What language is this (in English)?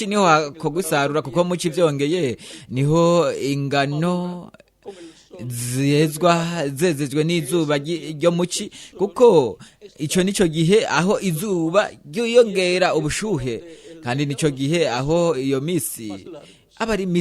Rundi